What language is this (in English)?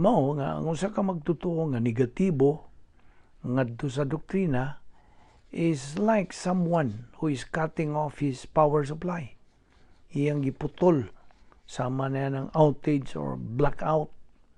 Cebuano